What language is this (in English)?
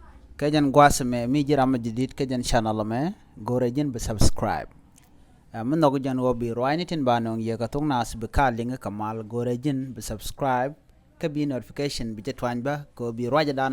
Nuer